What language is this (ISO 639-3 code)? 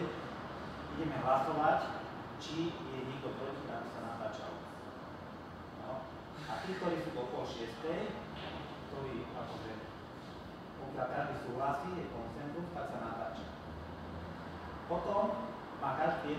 slk